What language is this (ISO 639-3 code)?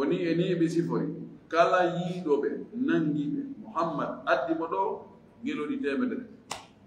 ful